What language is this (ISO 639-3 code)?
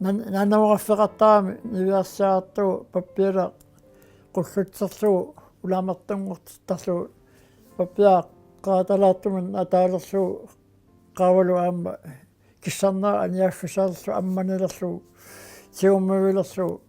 kal